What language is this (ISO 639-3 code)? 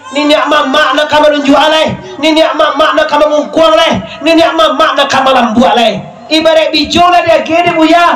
min